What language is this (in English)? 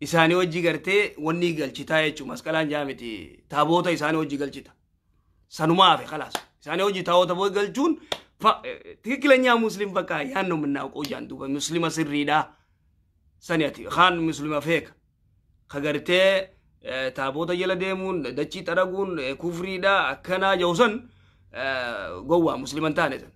Oromo